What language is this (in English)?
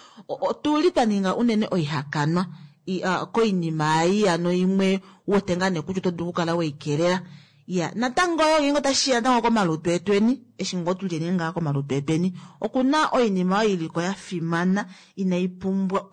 Kuanyama